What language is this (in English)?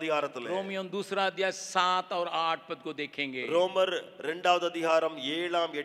Tamil